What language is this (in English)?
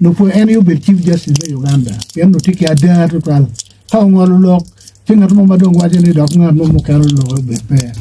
Acoli